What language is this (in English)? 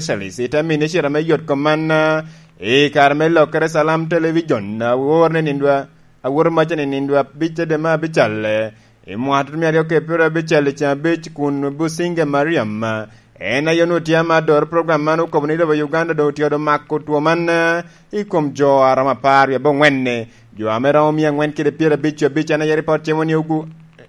Lango (Uganda)